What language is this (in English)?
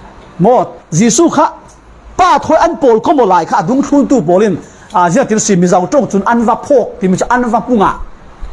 Falam Chin